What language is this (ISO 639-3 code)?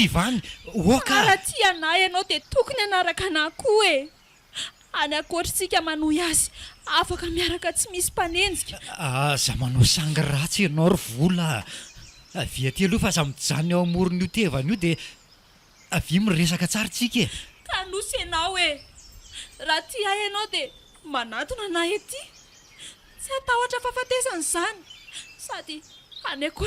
mlg